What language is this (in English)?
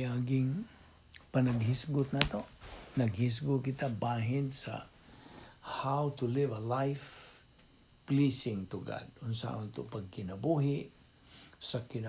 Cebuano